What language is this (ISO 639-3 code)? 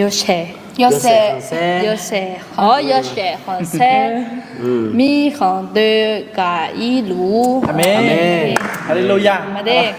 ahk